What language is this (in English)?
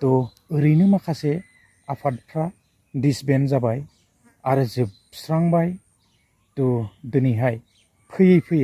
Bodo